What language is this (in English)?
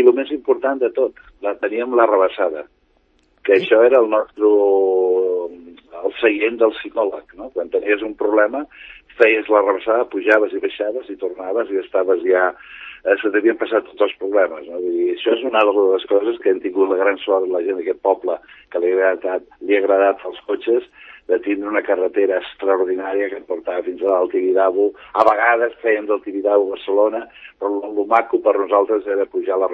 Catalan